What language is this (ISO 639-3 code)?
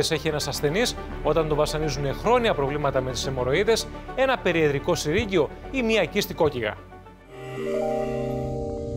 ell